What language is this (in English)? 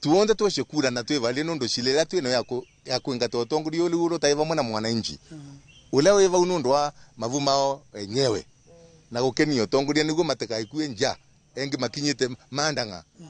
Kikuyu